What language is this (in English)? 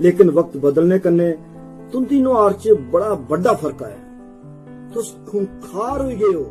Dogri